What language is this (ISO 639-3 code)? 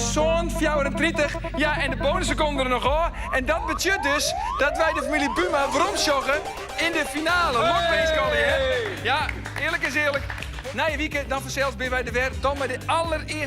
fry